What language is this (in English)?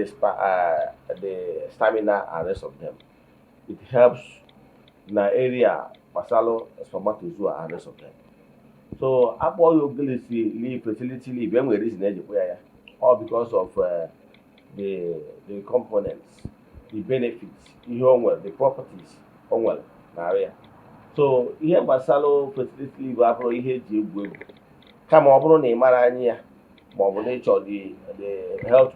Igbo